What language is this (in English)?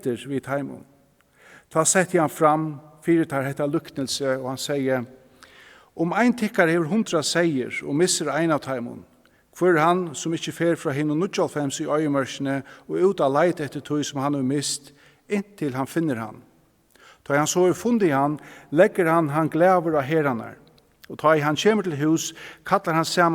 Faroese